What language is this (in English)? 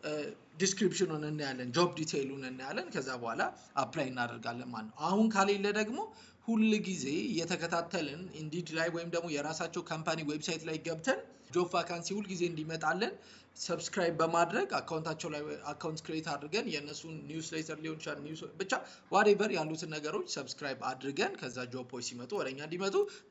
Amharic